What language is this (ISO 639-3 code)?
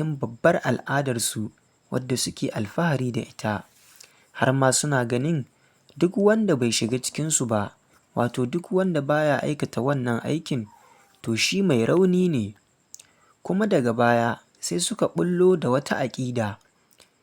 hau